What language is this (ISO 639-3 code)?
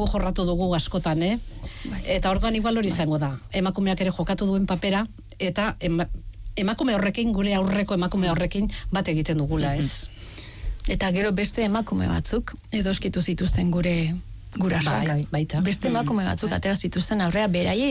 eus